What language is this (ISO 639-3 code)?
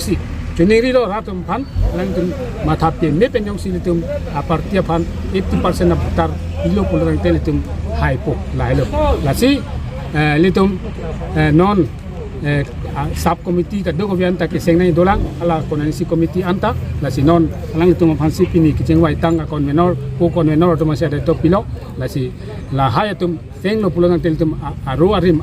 mjw